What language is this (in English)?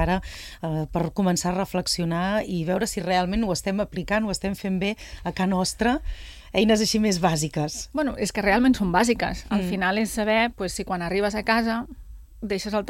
Catalan